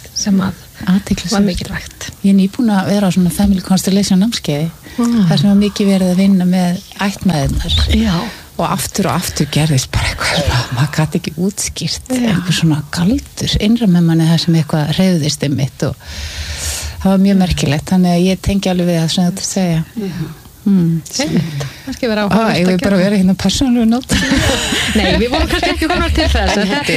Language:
Icelandic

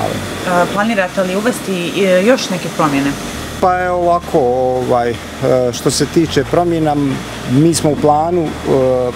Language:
Bosnian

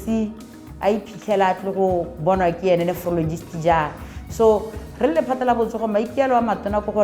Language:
Tswana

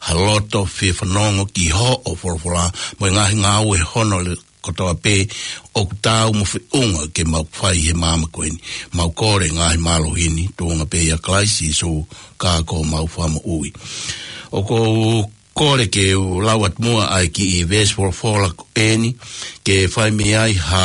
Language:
Tongan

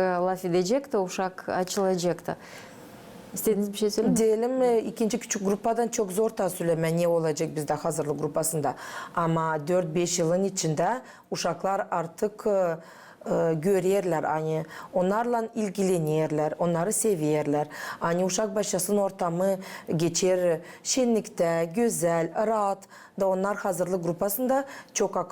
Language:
Gagauz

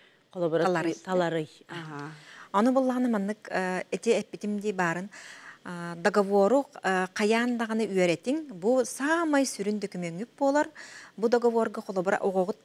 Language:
Yakut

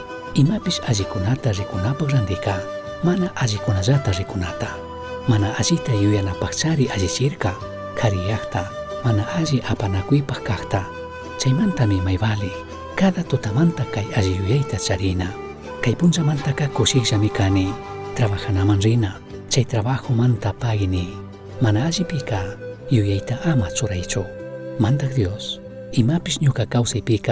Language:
Chimborazo Highland Quichua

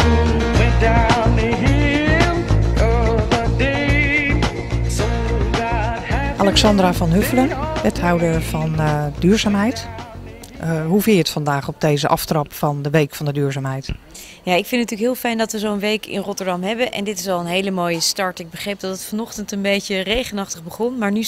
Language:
Dutch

